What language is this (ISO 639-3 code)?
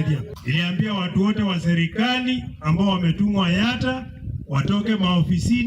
kam